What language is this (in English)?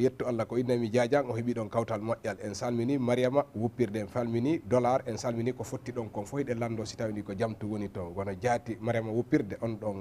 Fula